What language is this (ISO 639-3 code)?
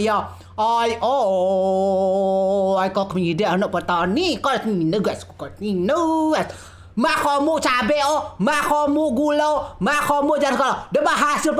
rej